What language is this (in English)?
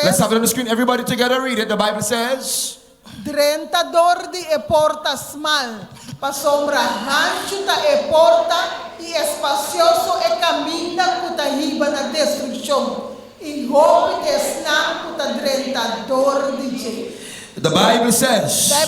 Papiamento